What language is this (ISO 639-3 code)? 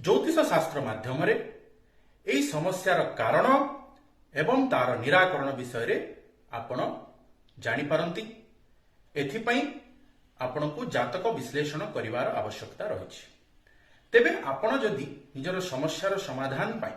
ori